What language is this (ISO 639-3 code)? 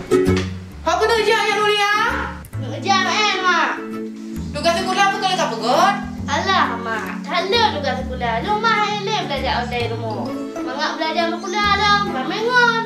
ace